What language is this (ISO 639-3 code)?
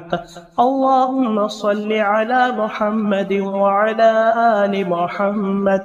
ara